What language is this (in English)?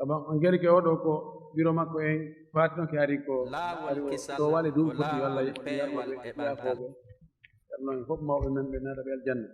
Fula